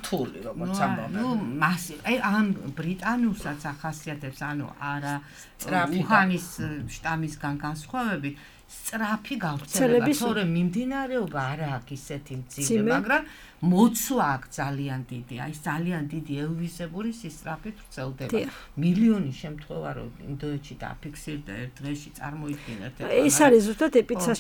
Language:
Georgian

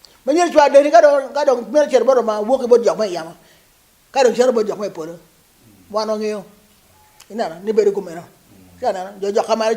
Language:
Acoli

